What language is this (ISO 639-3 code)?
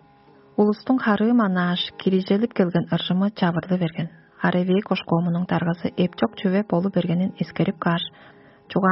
tyv